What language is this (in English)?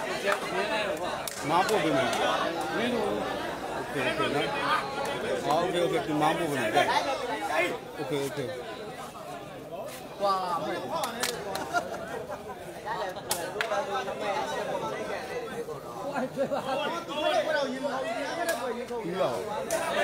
Burmese